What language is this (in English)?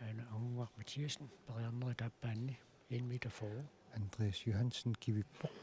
Kalaallisut